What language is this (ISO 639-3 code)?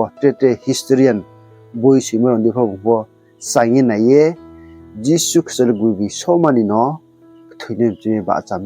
ria